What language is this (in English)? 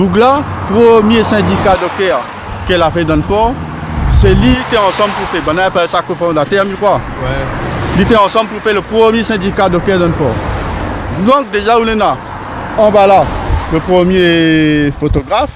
Réunion Creole French